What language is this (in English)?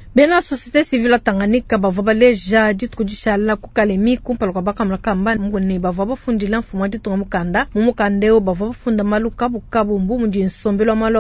Luba-Lulua